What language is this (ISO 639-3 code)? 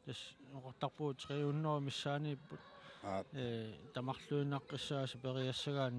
kal